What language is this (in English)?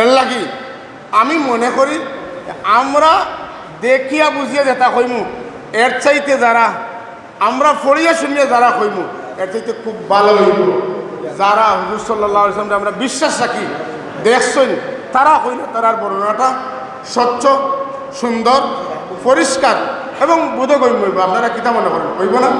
Sylheti